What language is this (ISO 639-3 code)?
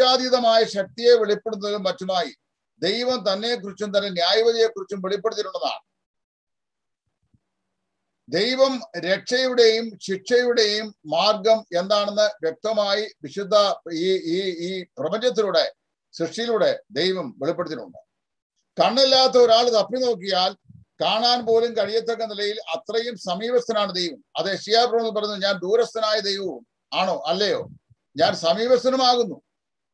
mal